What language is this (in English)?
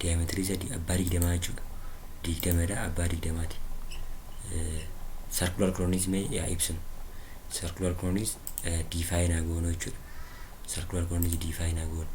Oromo